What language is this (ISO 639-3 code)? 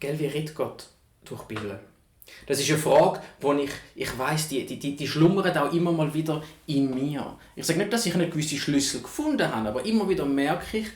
gsw